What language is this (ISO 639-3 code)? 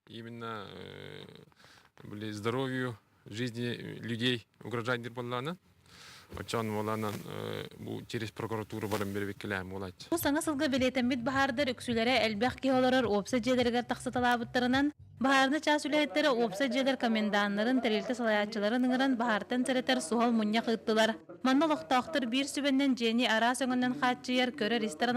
sah